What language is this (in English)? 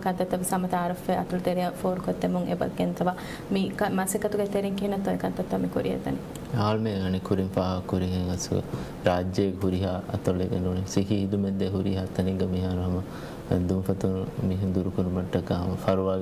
Divehi